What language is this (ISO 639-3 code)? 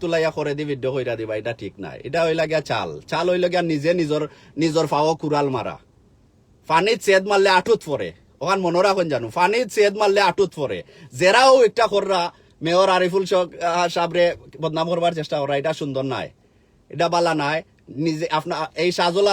syl